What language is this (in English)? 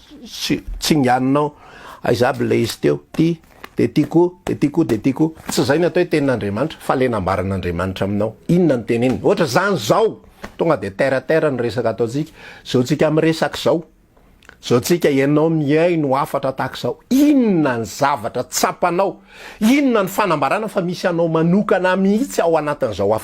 Malagasy